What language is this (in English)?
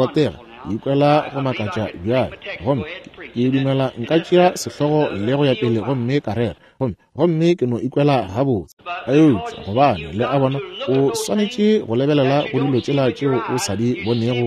Northern Sotho